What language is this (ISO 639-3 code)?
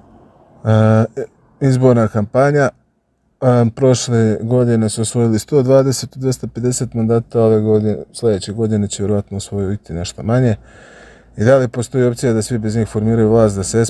srp